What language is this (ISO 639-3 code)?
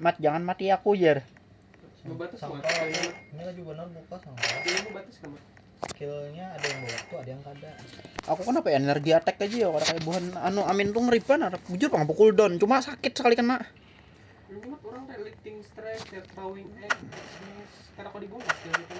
bjn